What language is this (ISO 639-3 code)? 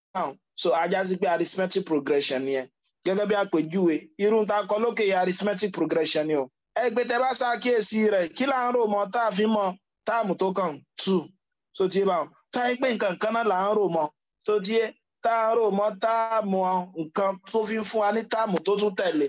yor